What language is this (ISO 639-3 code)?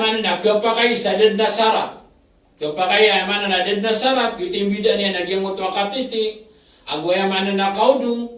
mrw